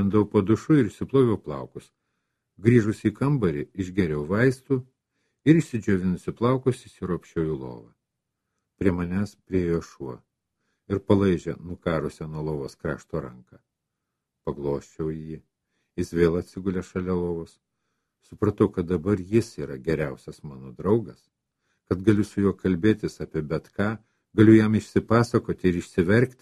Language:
Lithuanian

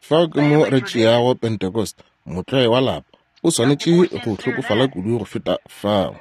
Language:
Northern Sotho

